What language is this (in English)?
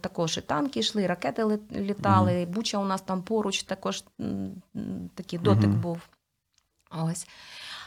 Ukrainian